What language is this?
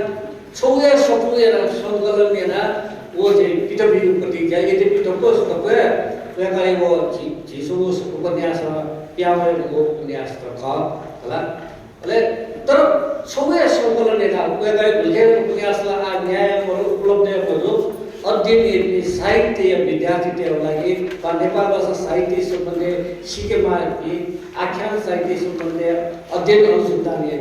Newari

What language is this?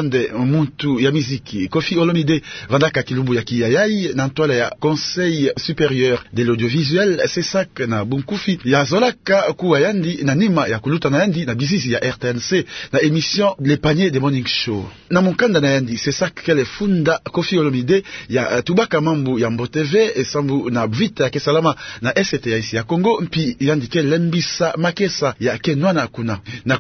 Kituba (Democratic Republic of Congo)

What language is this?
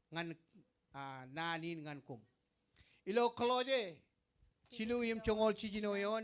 Marshallese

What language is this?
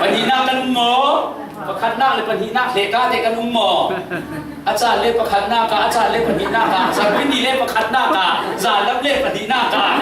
Falam Chin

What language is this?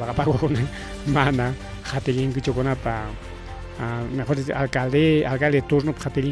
Ayacucho Quechua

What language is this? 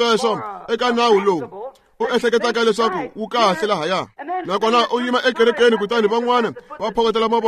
Tsonga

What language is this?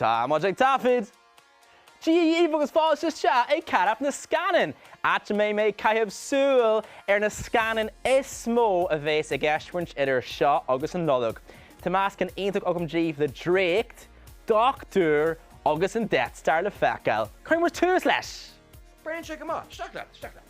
Irish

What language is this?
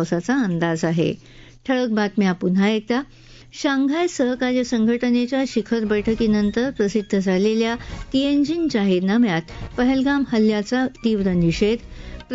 Marathi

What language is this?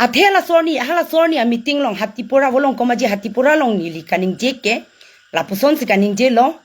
Karbi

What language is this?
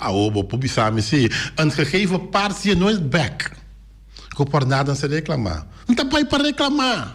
Papiamento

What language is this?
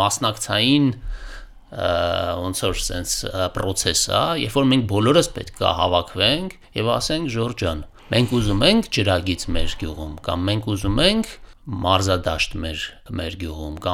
Armenian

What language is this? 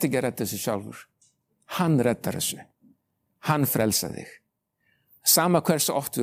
Icelandic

